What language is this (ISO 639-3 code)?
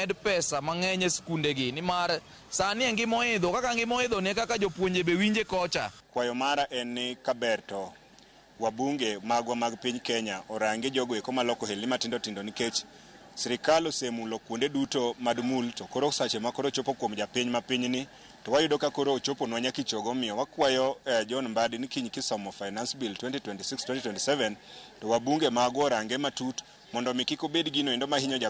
luo